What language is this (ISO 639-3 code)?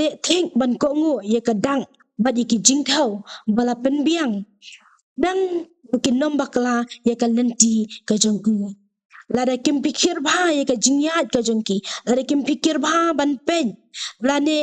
kha